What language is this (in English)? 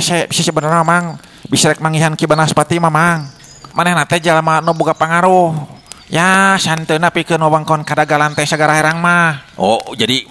Sundanese